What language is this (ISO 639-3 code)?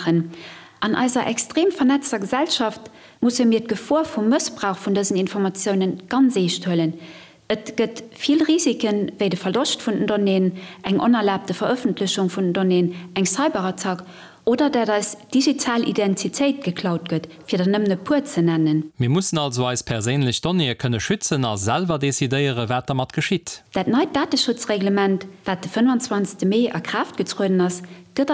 ltz